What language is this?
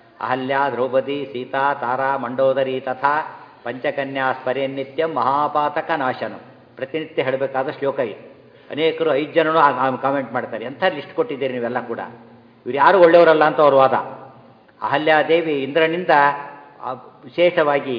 Kannada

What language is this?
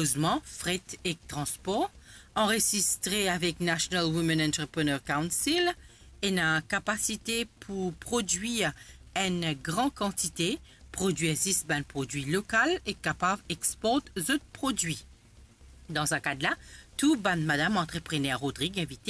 Morisyen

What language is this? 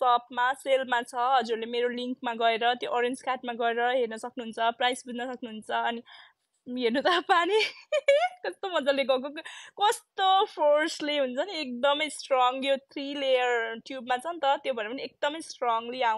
Nepali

